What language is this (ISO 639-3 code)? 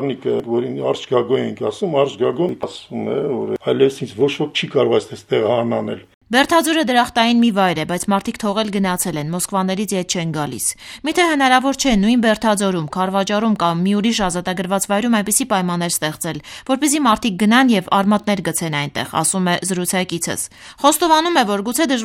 hye